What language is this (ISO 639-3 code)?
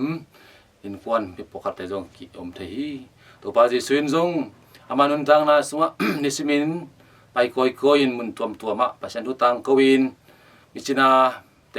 ctd